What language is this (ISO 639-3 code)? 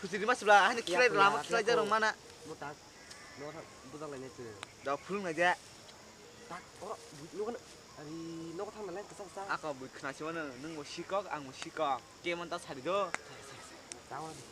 trp